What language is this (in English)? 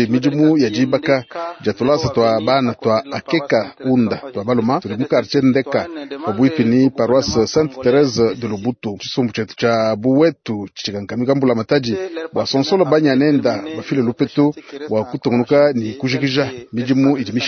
Luba-Lulua